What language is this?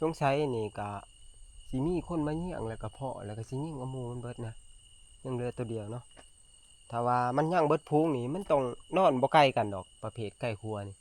Northeastern Thai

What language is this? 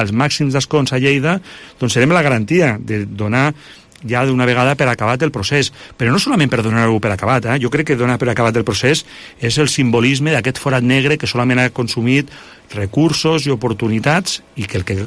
Catalan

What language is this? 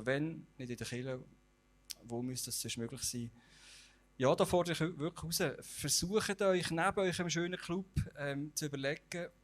Swiss German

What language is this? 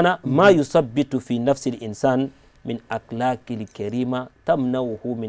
Bambara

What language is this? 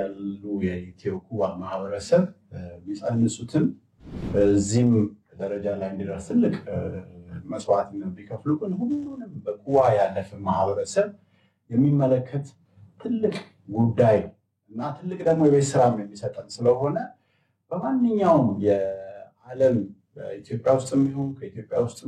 Amharic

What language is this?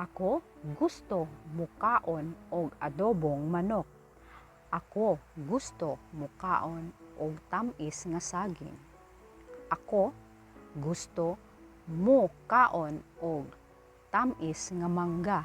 Cebuano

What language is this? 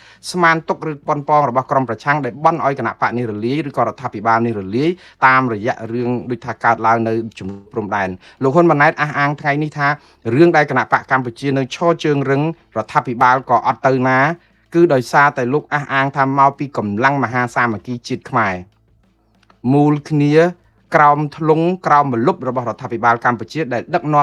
Khmer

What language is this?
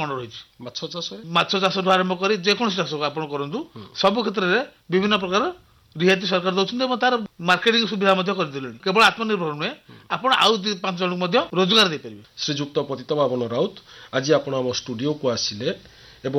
Odia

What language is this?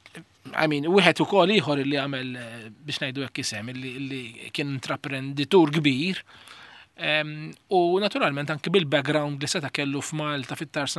Maltese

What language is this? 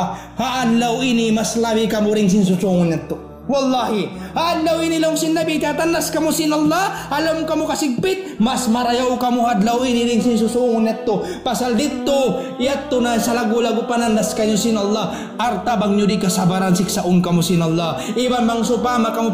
Tausug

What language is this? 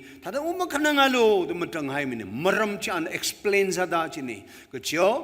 Tangkhul Naga (India)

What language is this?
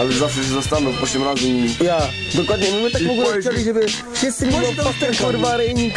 Silesian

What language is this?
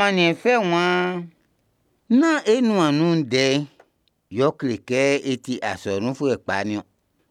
Baoulé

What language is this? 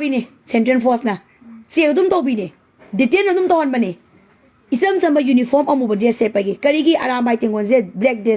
Manipuri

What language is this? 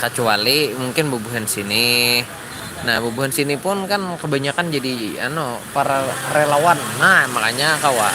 Banjar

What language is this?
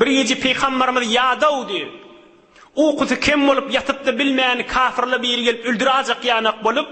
Turkmen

